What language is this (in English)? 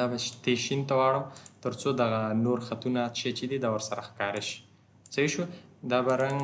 Pashto